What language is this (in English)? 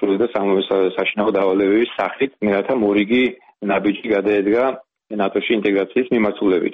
Georgian